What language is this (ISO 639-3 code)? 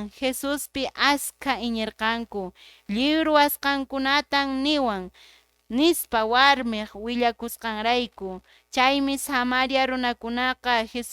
que